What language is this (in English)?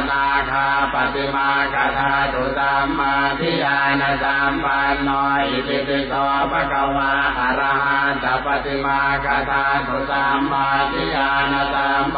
Pali